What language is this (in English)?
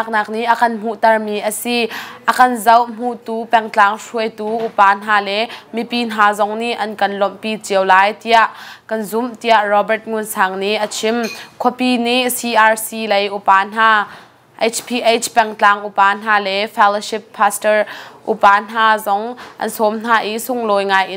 Hakha Chin